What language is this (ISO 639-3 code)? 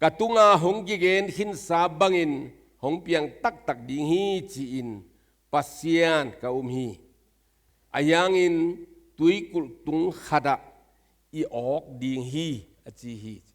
ctd